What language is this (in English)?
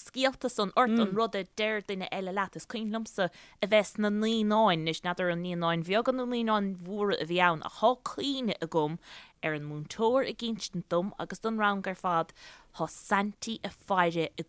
Irish